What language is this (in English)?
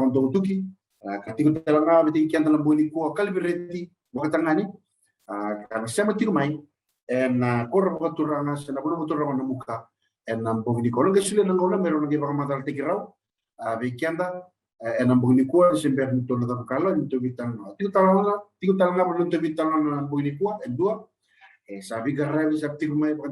Fijian